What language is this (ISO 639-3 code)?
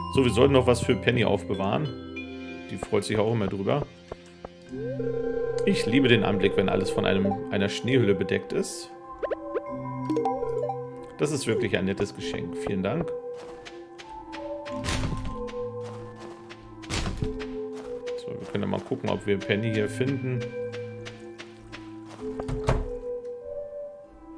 deu